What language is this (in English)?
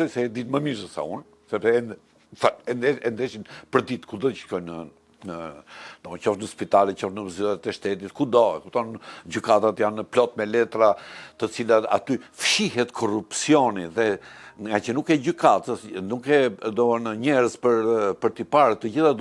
Albanian